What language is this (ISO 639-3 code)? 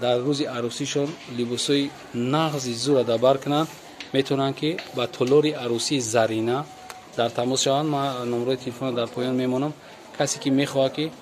tgk